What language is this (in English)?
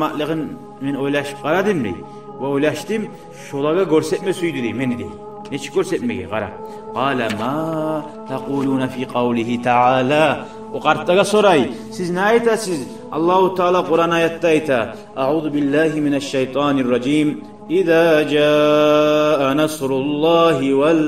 Kumyk